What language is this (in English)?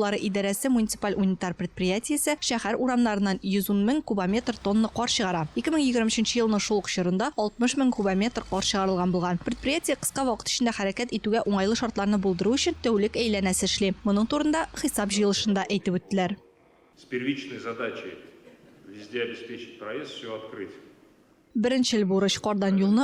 Tatar